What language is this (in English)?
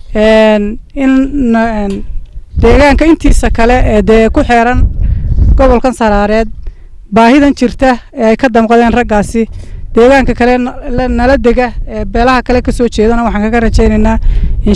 Somali